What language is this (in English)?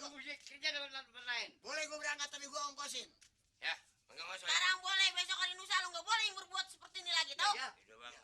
Betawi